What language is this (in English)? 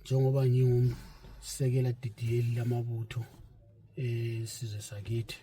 North Ndebele